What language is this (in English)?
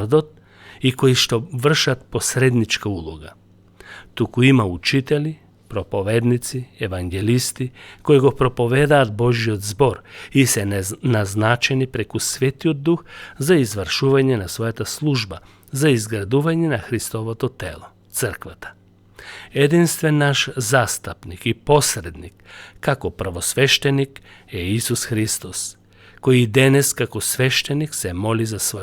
Macedonian